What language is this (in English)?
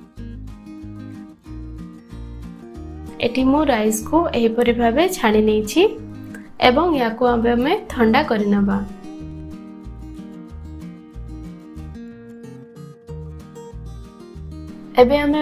Odia